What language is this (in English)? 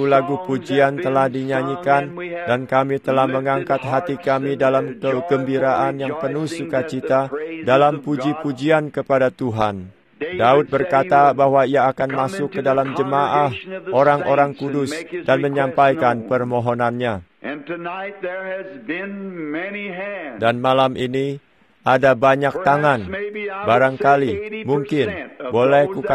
Indonesian